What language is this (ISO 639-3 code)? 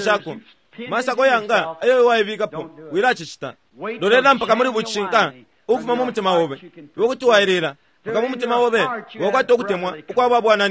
bem